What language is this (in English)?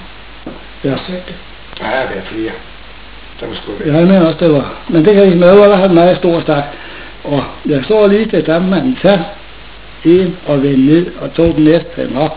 Danish